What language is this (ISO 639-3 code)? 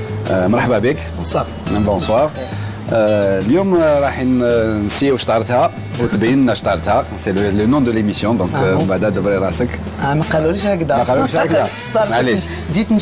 arq